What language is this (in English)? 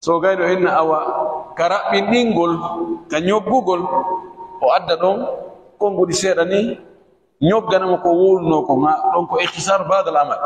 Fula